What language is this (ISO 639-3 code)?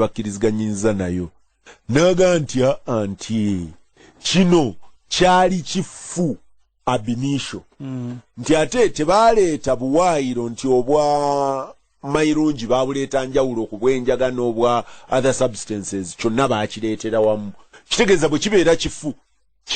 lug